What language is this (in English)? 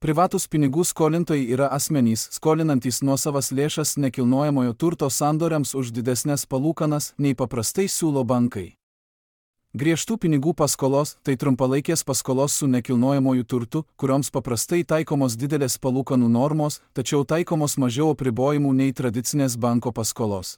Lithuanian